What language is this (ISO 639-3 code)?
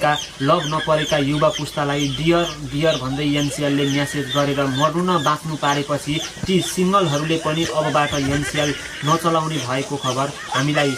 nep